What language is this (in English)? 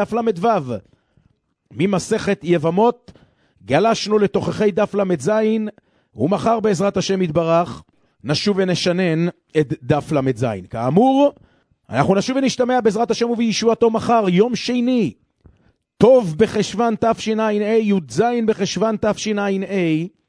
Hebrew